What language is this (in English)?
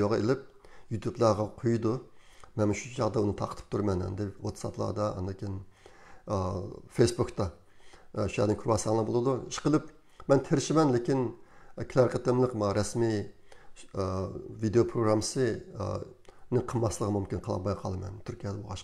Uyghur